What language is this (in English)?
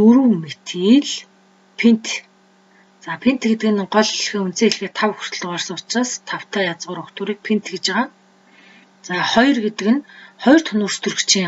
Mongolian